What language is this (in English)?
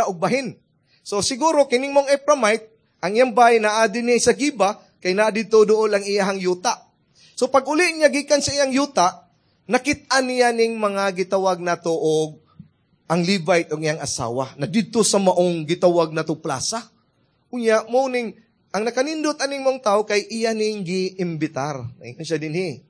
Cebuano